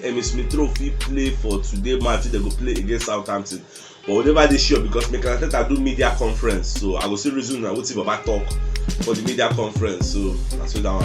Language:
Nigerian Pidgin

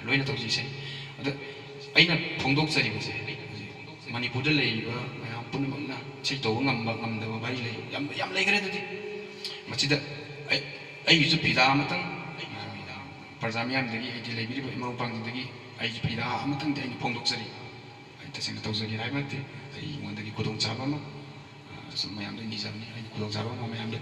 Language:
Manipuri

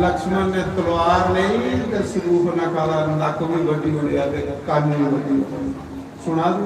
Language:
Dogri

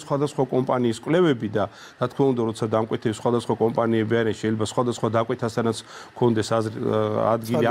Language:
Georgian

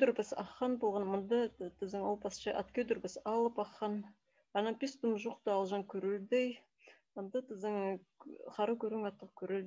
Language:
Khakas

